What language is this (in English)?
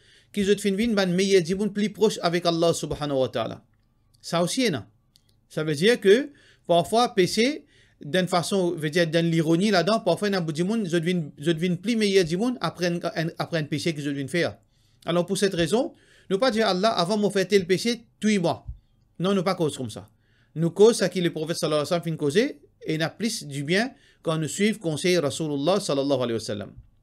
Morisyen